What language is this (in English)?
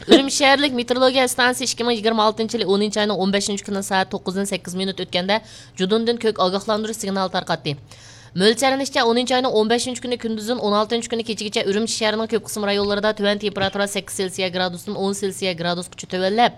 Uyghur